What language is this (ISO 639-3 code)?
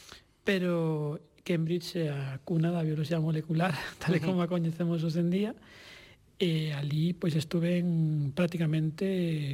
glg